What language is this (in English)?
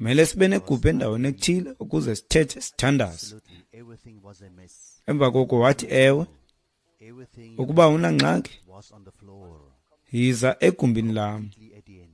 Xhosa